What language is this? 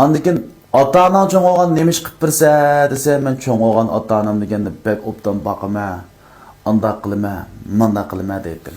Uyghur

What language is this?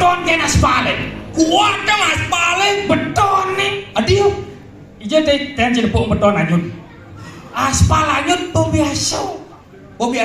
Balinese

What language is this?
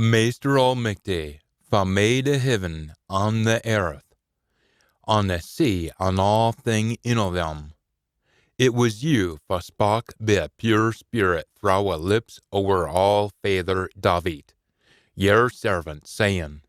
Scots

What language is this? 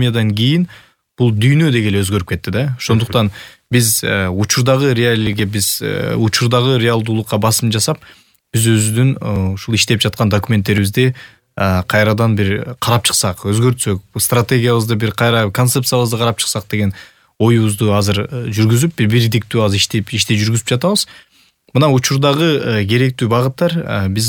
Kyrgyz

